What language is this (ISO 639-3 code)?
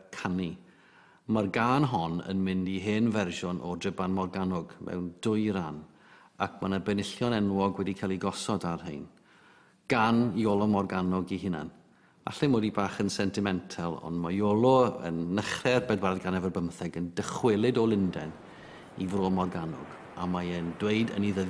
cym